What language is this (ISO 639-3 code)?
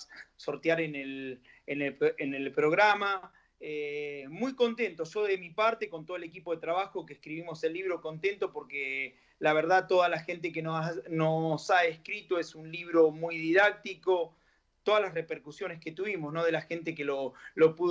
spa